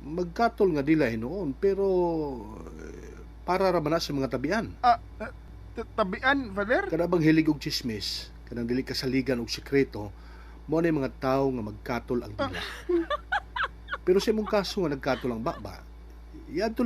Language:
Cebuano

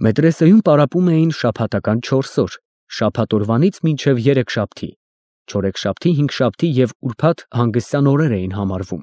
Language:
Armenian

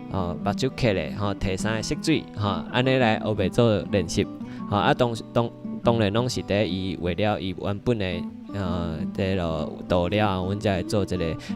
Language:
Min Nan Chinese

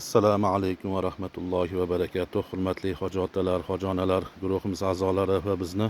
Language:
Uzbek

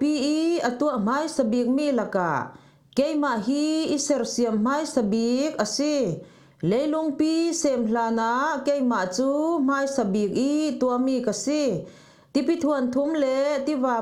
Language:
Falam Chin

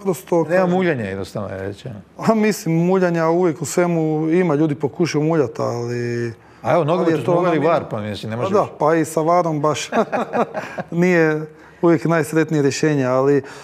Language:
Croatian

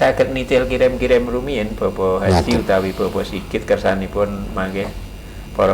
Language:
Javanese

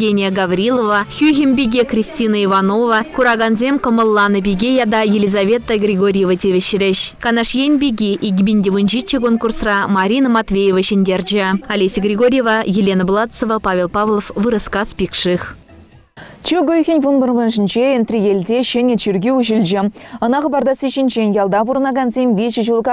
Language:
Chuvash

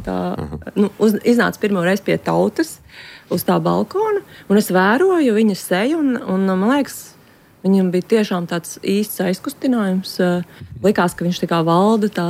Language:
Latvian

